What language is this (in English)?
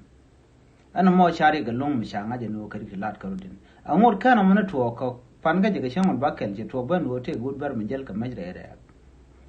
Nuer